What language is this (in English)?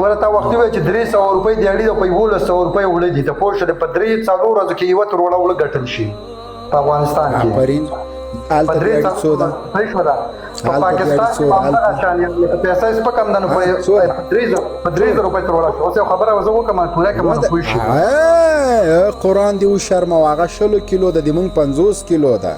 Pashto